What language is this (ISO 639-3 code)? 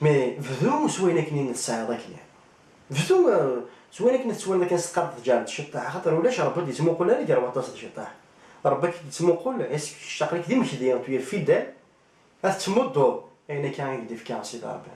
kab